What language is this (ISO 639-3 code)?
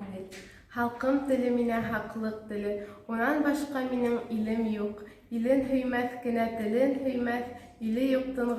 bak